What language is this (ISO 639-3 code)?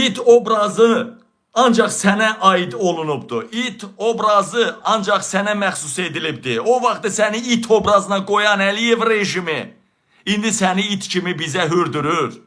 aze